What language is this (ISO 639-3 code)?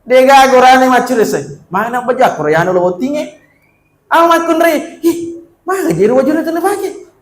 bug